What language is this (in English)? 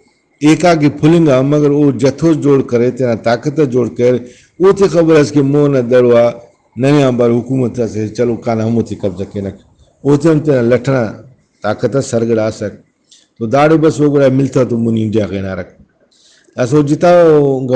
Brahui